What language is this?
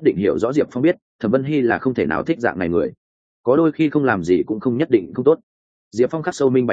Vietnamese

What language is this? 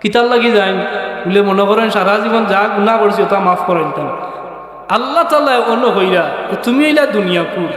Sylheti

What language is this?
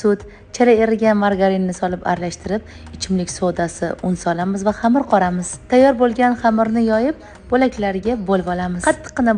Uzbek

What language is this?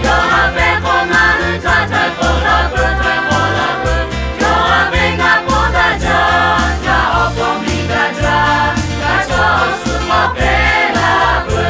Lahu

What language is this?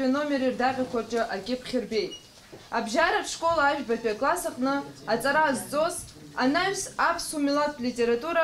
Abkhazian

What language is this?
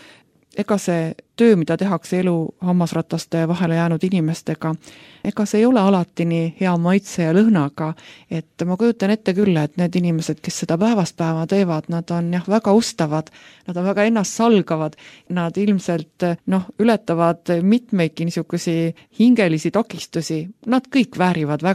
Estonian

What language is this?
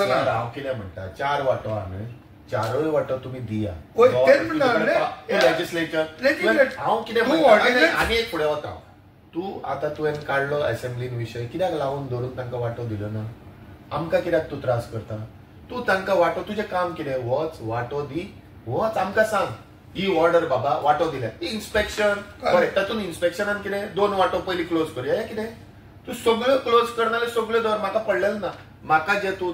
Konkani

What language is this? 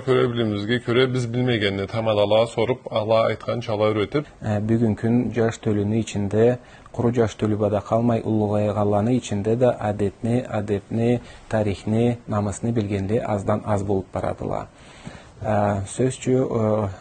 Karachay-Balkar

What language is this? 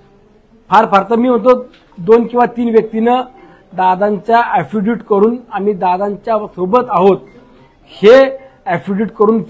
Marathi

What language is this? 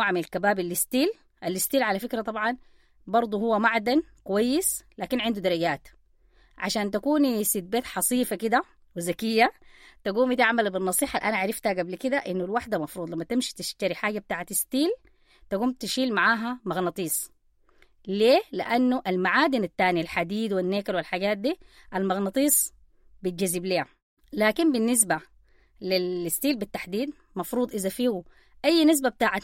Sudanese Arabic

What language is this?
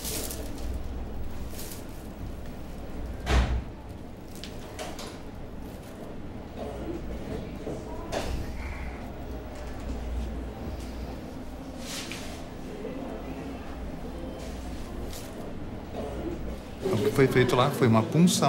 Portuguese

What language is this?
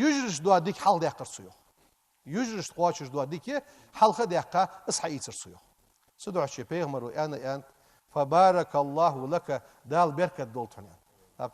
Ingush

